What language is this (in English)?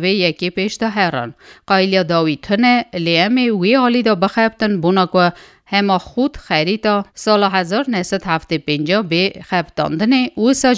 Kurdish